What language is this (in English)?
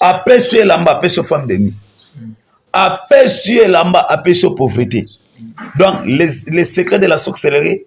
Lingala